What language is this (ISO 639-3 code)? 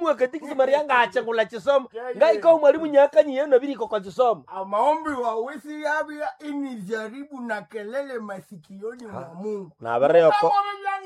nnb